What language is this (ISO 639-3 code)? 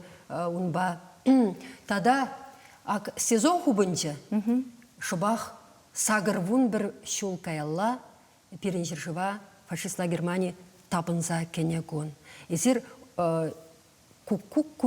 chv